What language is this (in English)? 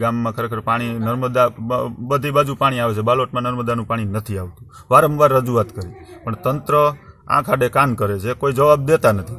Gujarati